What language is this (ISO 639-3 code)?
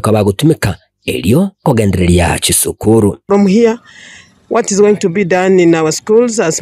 guz